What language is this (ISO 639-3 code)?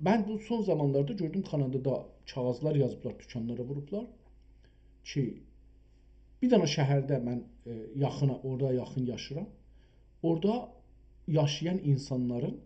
azb